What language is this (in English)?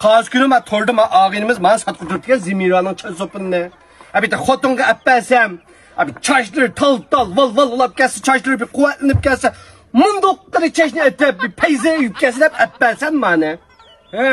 Uyghur